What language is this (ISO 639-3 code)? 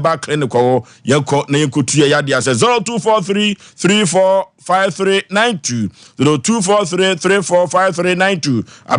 aka